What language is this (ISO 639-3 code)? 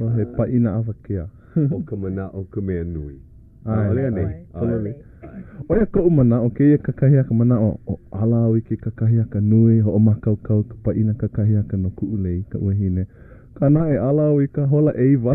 haw